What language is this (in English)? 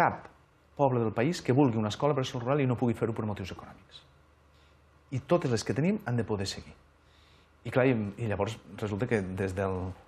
Catalan